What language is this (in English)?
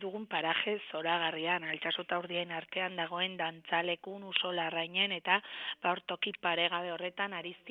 Basque